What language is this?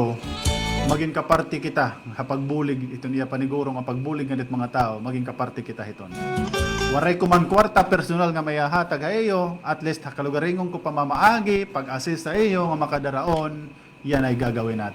Waray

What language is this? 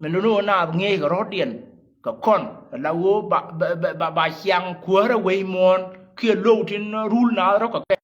Nuer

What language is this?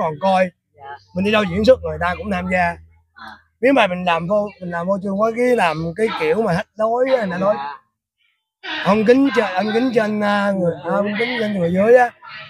Vietnamese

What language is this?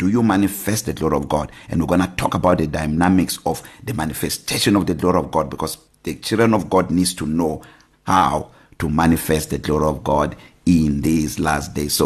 English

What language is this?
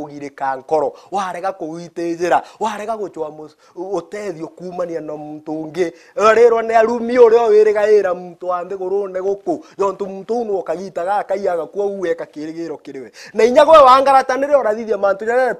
Meru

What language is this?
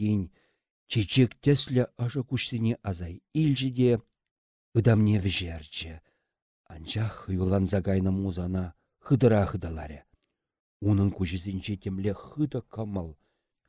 Chuvash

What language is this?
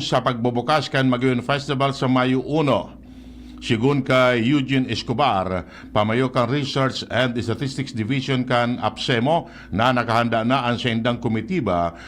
Bikol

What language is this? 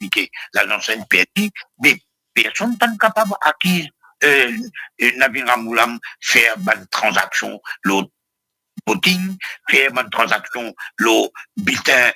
Morisyen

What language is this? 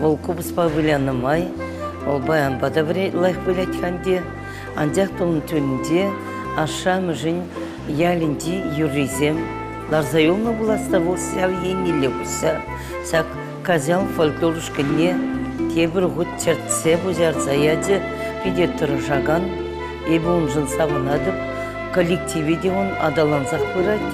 Chuvash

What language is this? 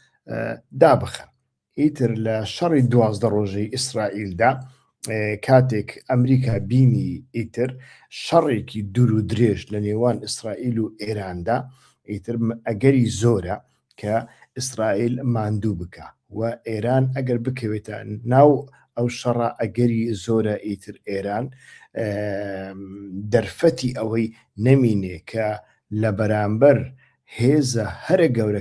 Central Kurdish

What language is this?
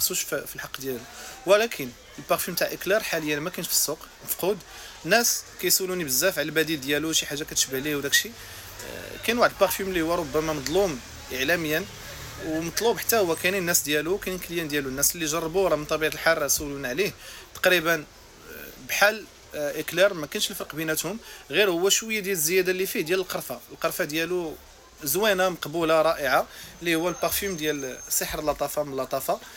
Moroccan Arabic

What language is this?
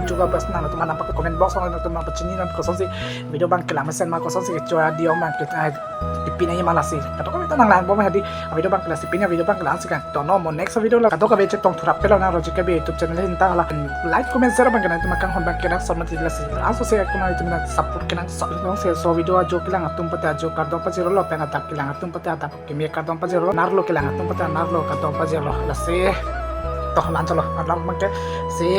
Karbi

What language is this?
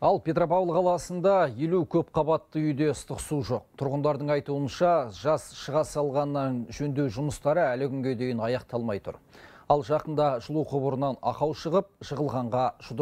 Kazakh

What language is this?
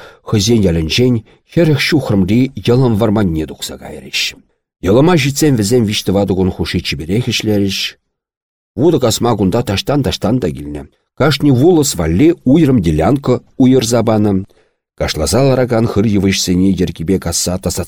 Chuvash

